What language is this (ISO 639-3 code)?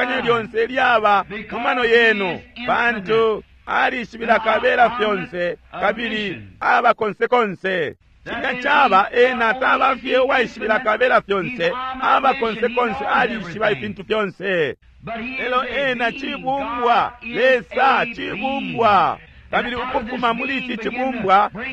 bem